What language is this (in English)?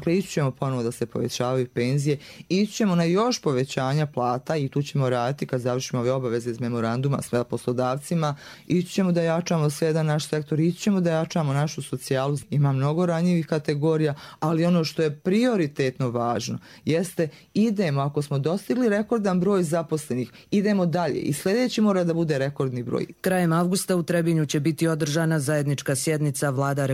Croatian